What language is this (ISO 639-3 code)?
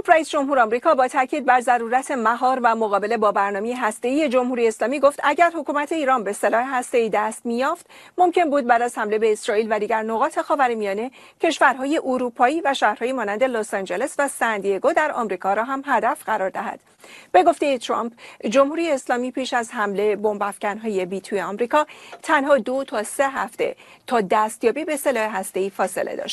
fas